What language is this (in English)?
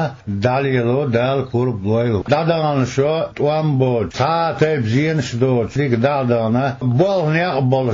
Chechen